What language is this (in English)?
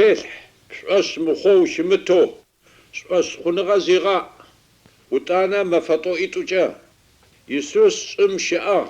Adyghe